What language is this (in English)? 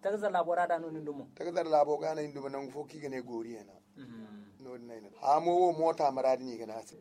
Zarma